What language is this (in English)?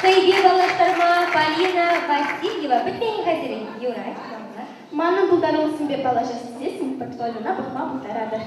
Chuvash